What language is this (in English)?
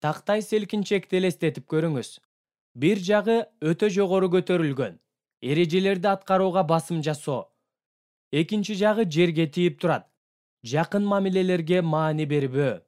Kyrgyz